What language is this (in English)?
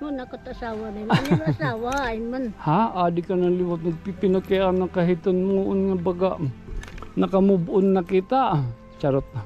Waray